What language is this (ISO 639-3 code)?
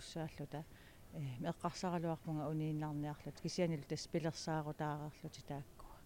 kal